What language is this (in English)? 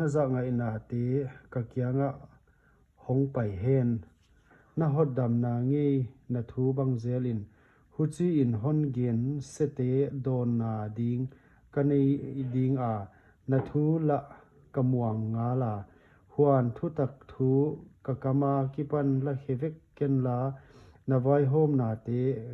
Paite Chin